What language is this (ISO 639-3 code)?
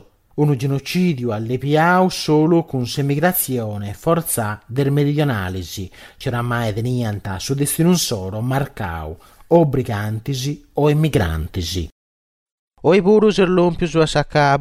srd